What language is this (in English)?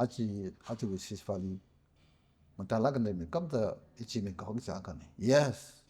Tangkhul Naga (India)